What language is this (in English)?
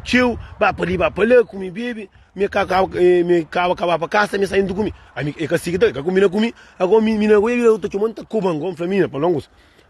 Kabuverdianu